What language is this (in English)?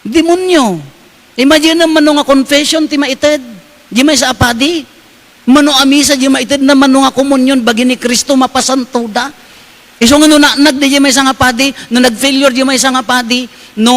Iloko